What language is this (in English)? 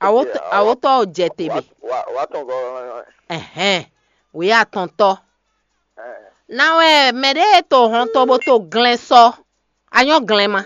Fon